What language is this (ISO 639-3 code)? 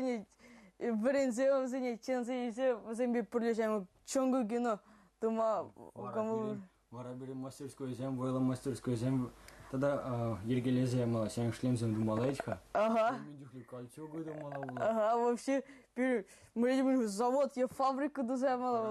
chv